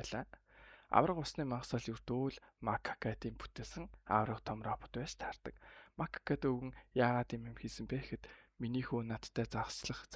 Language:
Mongolian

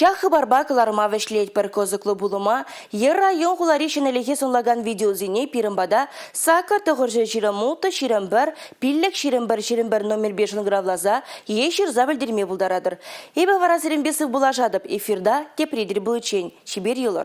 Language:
Chuvash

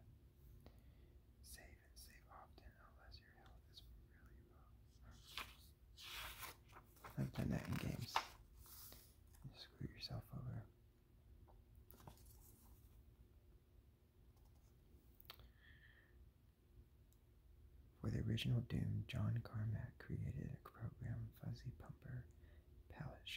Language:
English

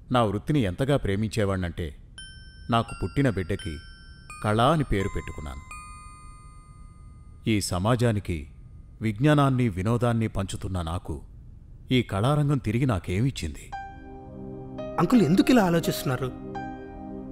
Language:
Telugu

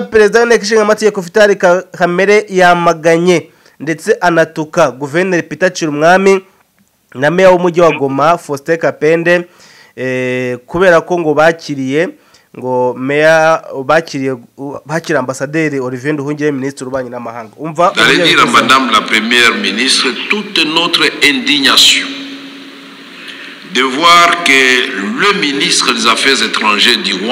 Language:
Kinyarwanda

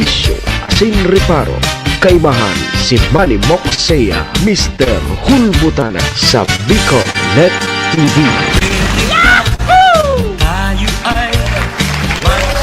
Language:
Bikol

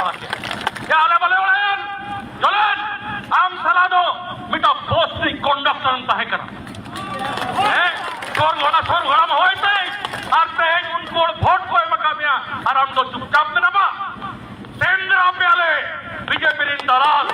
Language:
Santali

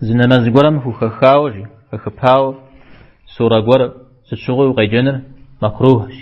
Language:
Kabardian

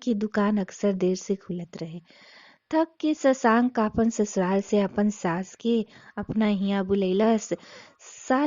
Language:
Bhojpuri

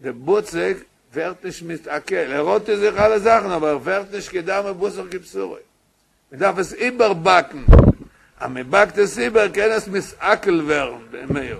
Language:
Yiddish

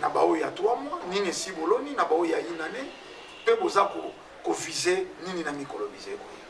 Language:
Lingala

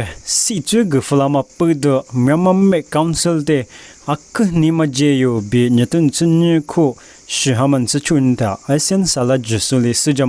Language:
Lisu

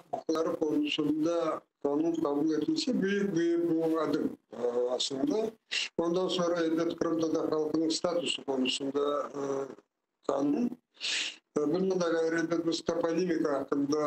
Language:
Crimean Tatar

